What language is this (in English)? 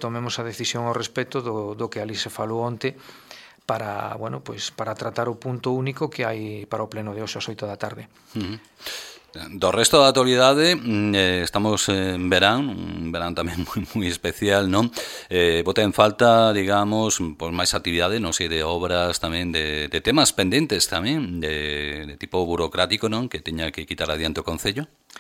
Galician